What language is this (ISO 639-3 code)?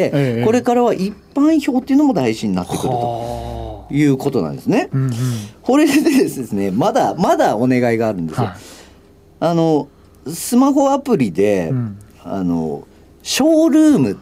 jpn